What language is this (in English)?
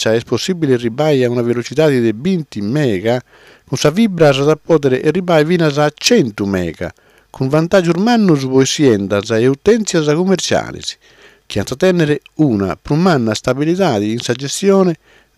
Sardinian